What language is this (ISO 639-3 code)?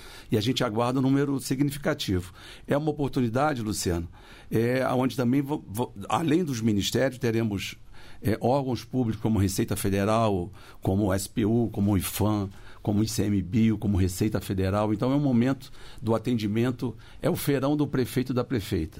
por